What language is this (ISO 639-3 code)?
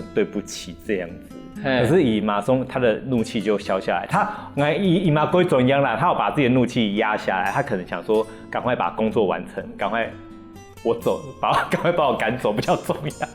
hak